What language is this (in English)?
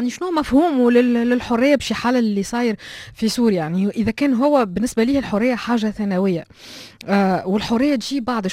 Tunisian Arabic